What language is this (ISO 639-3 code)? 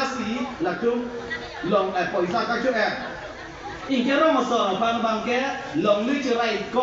mjw